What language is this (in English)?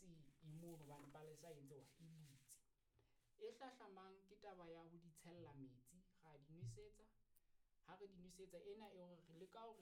Southern Sotho